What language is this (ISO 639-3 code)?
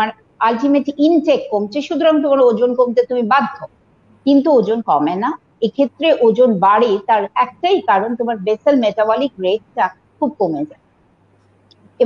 ben